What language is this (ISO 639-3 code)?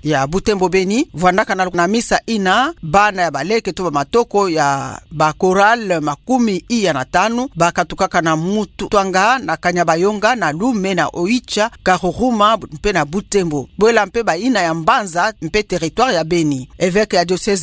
ktu